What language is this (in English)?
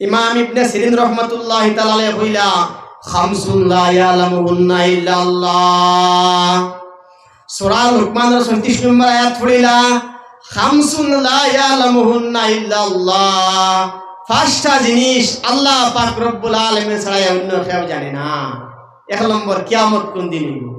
Sylheti